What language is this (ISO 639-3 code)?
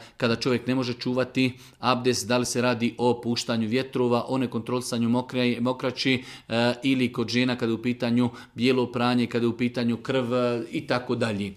bos